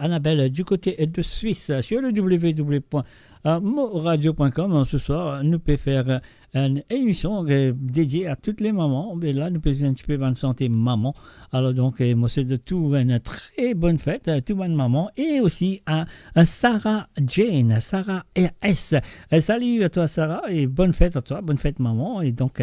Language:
Morisyen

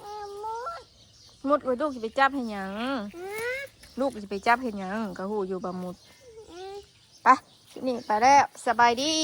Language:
Northeastern Thai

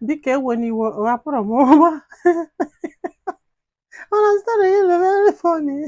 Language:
Igbo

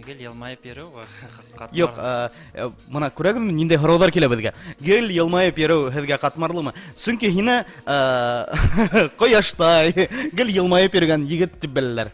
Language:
Bashkir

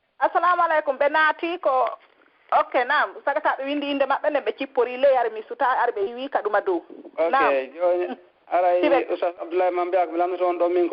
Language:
Pular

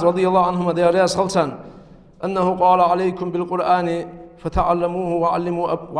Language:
Ingush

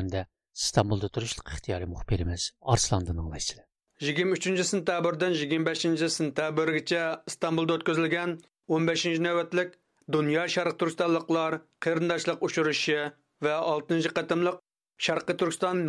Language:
Uyghur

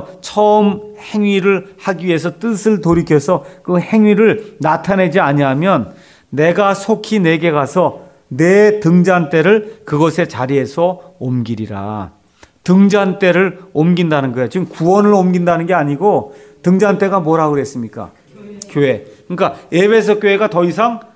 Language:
Korean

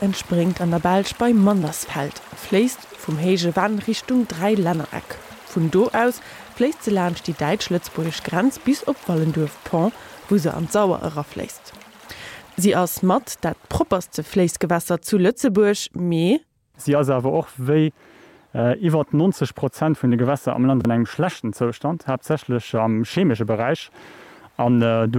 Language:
Luxembourgish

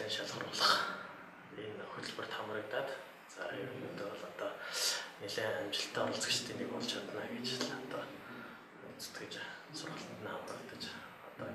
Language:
Mongolian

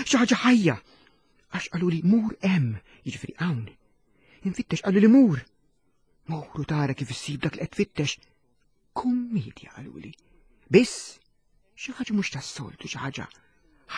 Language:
Maltese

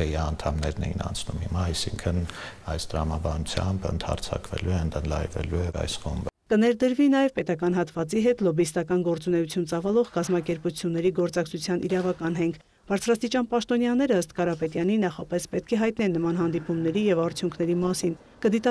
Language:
Armenian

